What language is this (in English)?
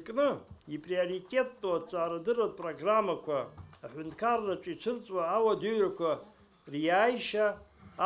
Abkhazian